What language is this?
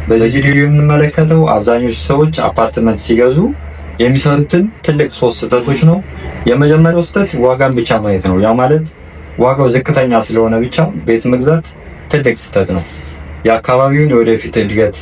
Amharic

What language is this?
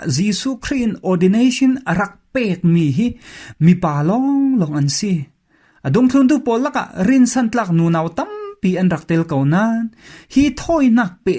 Falam Chin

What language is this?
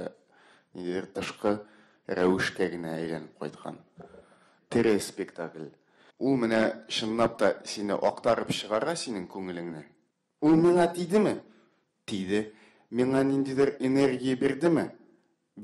Tatar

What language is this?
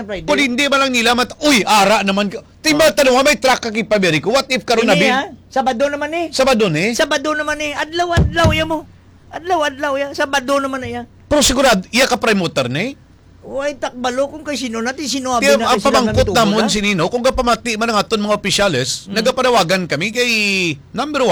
Hiligaynon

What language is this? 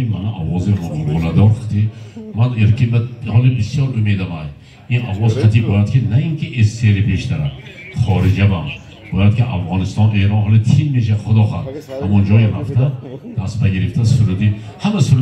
Tajik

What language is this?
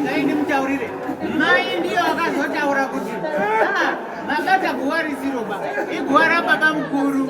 Shona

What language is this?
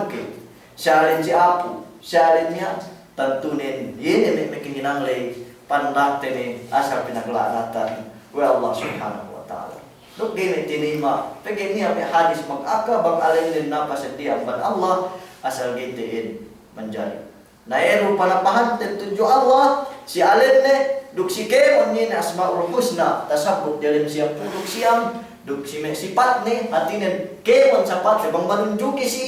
Yakan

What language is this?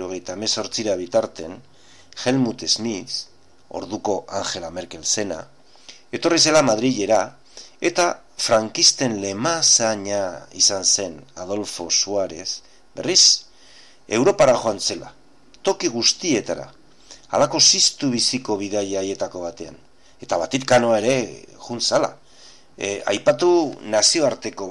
Basque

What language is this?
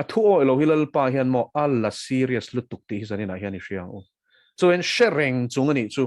Mizo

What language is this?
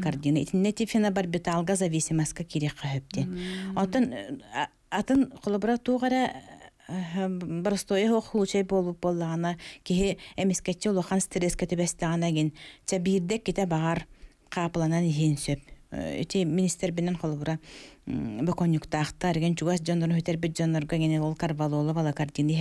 Yakut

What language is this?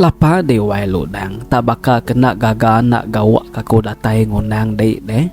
Iban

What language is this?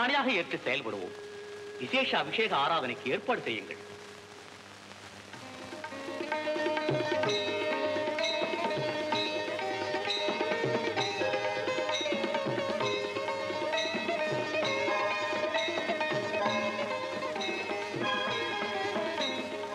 Tamil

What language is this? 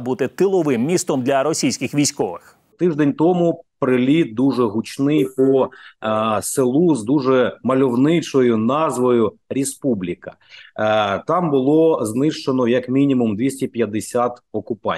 Ukrainian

